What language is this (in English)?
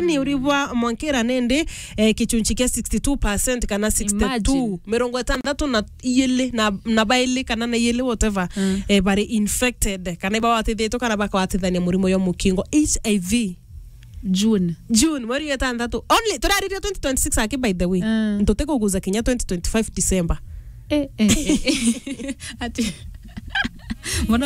Meru